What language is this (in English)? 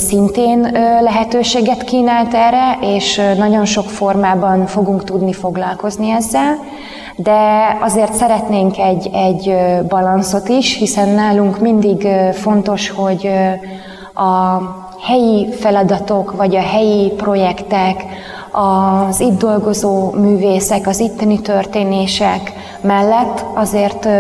Hungarian